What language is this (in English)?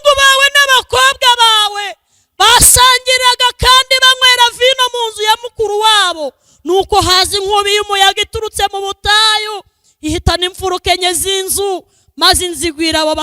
Kinyarwanda